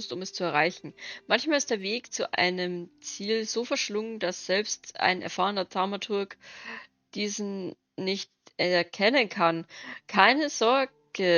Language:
Bavarian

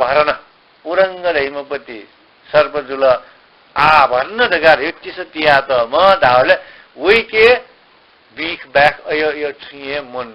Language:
Newari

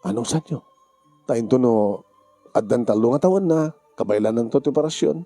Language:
Iloko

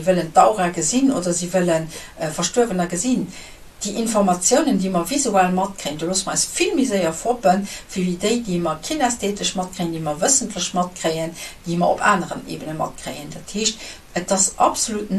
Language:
Luxembourgish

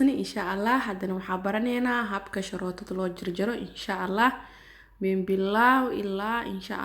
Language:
Somali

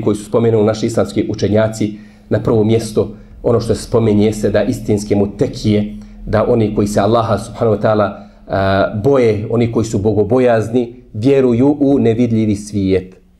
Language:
Bosnian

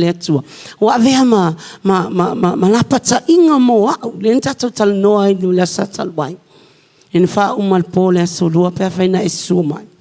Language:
Samoan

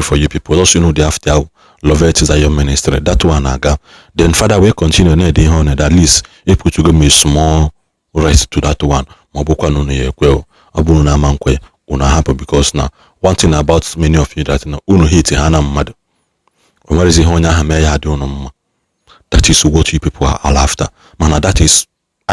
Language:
Igbo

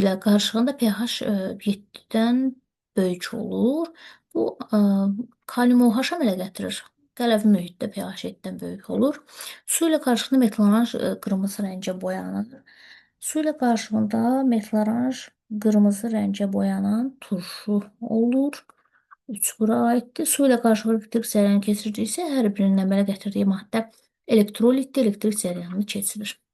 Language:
Azerbaijani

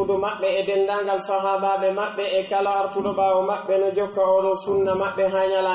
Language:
Pular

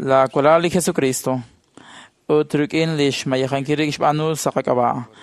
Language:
Kekchí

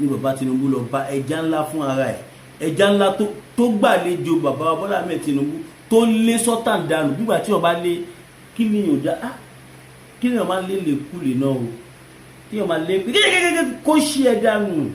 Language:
Yoruba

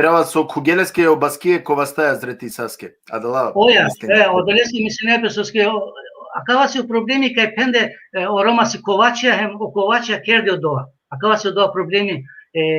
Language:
Balkan Romani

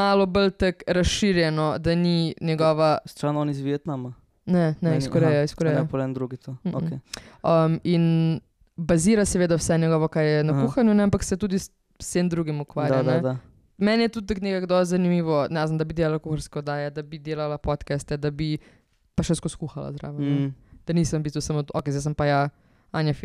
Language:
Slovenian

